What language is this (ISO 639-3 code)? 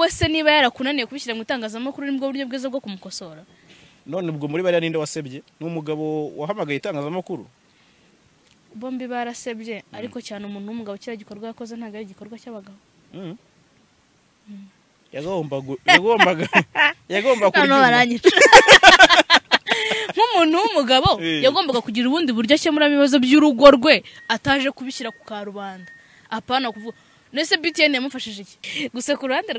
kin